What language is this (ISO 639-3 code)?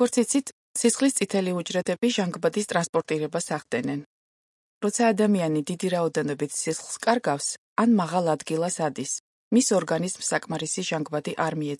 kat